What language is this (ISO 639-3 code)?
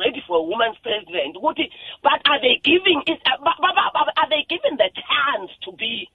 nbl